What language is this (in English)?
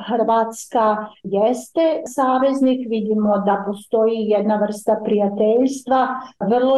Bosnian